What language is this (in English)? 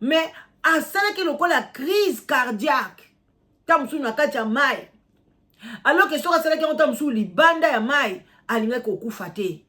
Lingala